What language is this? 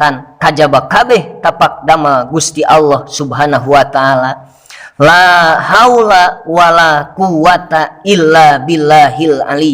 Sundanese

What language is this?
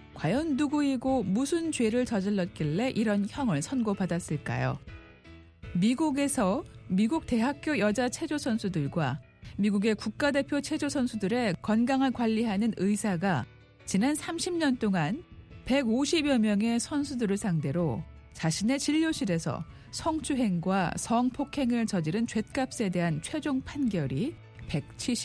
Korean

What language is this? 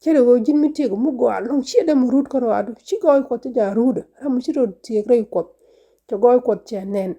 Nuer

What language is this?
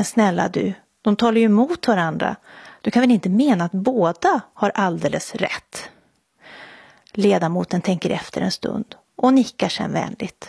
Swedish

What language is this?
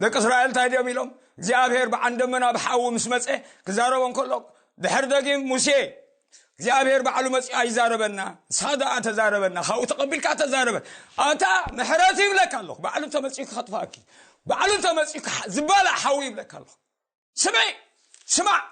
Tigrinya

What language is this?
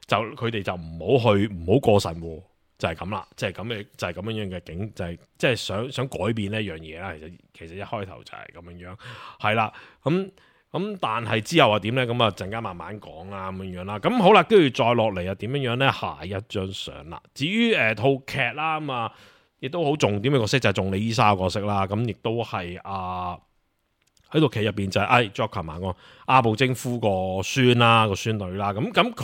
Cantonese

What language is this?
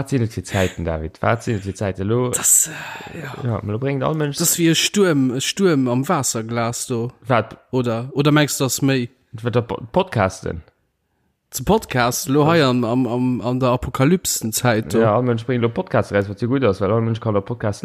Luxembourgish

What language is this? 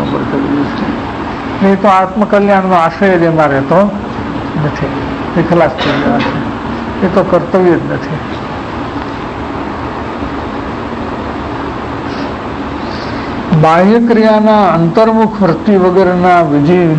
Gujarati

